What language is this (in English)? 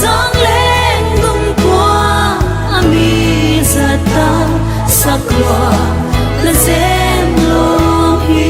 Paite Chin